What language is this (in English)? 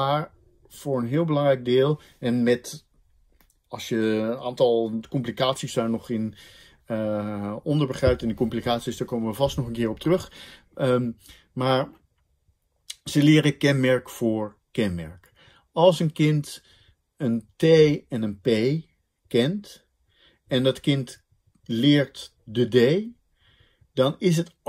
Dutch